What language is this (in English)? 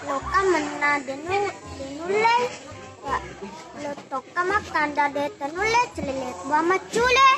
Buginese